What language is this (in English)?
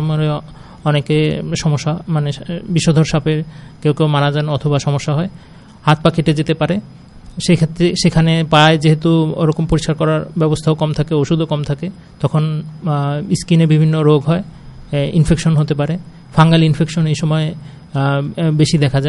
Bangla